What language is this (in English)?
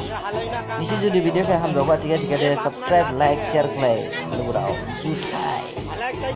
Dimasa